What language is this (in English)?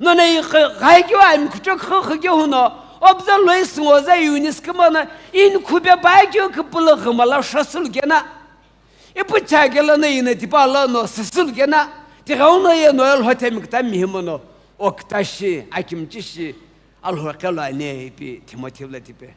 Sumi Naga